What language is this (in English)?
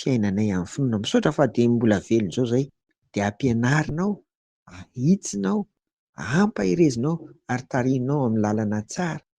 Malagasy